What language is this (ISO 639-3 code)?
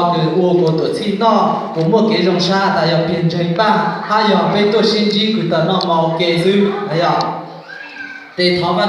hmn